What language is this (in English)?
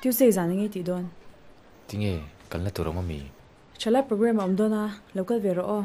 Hmar